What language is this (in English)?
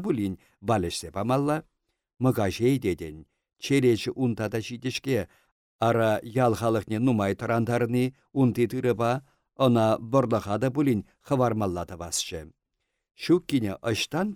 Chuvash